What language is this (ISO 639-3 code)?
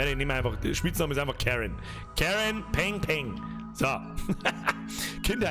bar